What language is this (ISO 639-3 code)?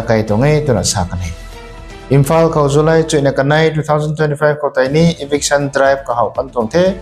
nbu